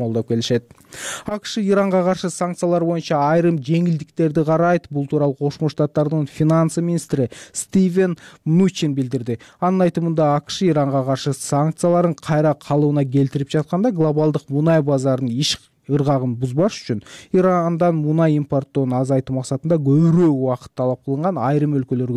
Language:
Kyrgyz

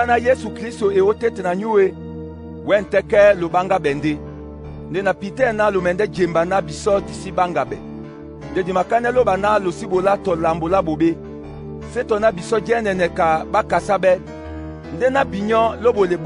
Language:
Duala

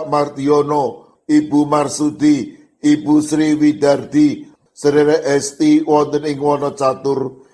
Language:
Javanese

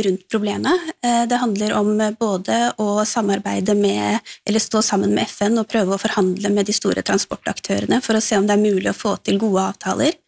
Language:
Norwegian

